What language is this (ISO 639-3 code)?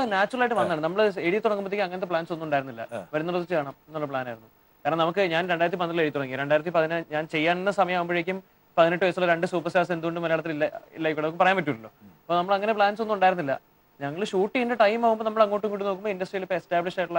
mal